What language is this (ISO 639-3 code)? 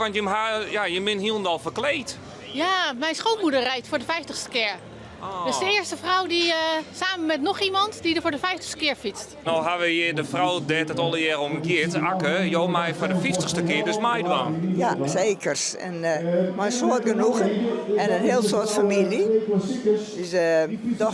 fry